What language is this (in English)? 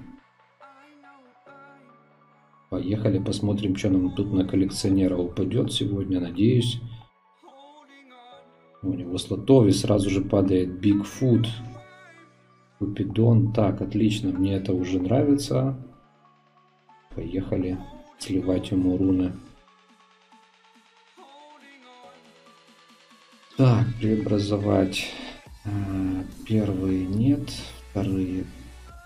Russian